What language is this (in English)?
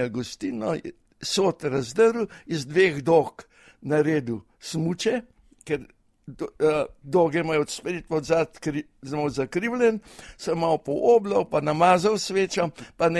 Slovenian